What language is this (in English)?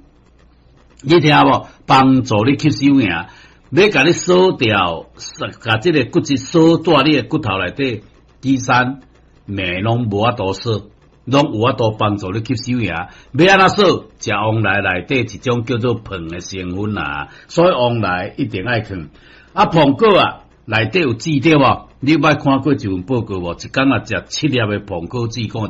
Min Nan Chinese